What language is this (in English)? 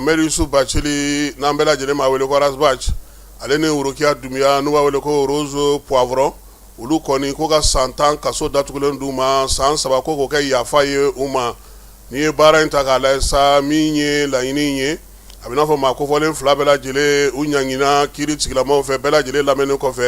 Bambara